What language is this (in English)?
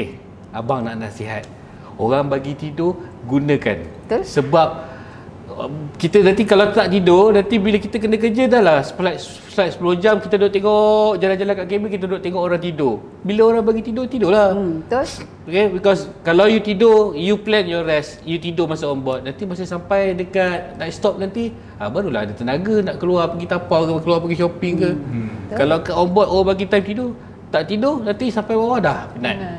Malay